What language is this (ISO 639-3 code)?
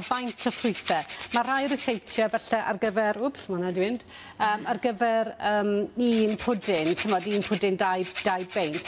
cym